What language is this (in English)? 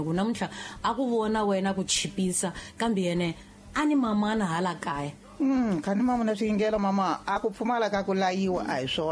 Tsonga